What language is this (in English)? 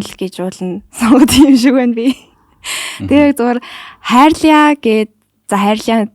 Mongolian